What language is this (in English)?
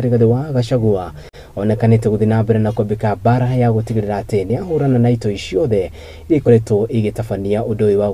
Kikuyu